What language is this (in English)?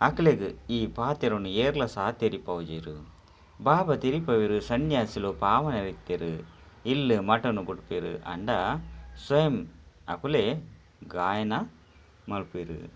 Tulu